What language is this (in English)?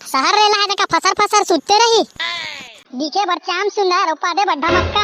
Chhattisgarhi